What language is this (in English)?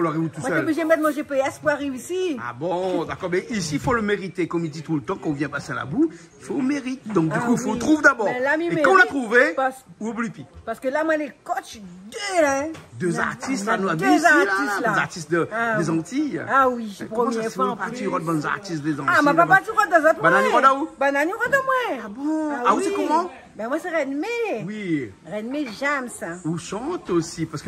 Réunion Creole French